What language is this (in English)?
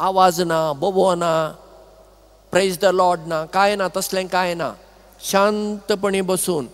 Konkani